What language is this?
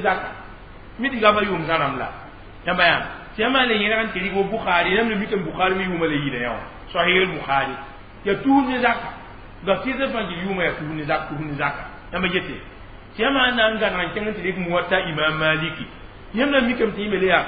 Mossi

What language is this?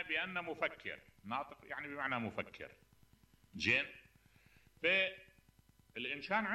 Mesopotamian Arabic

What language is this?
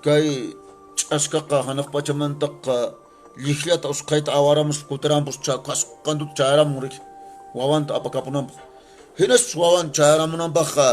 Quechua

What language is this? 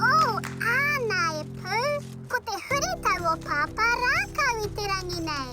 Māori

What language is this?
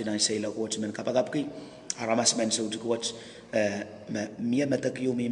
Pohnpeian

